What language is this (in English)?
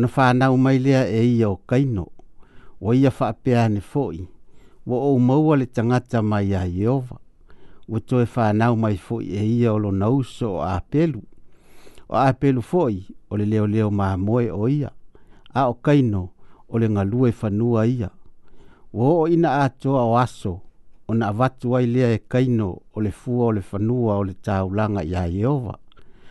Samoan